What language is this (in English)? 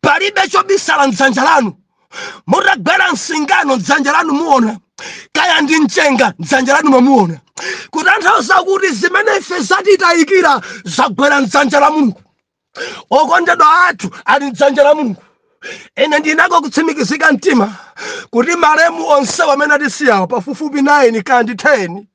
Nyanja